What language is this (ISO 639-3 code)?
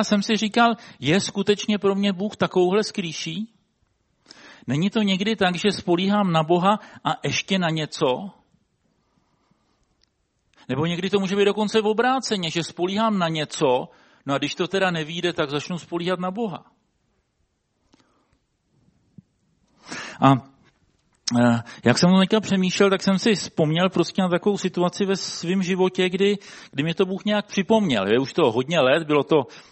ces